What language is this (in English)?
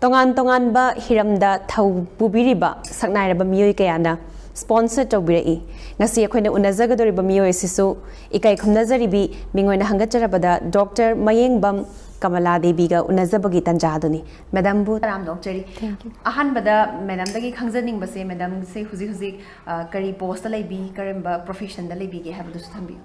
Manipuri